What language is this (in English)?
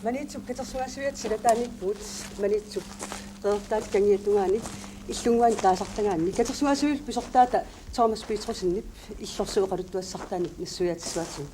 Kalaallisut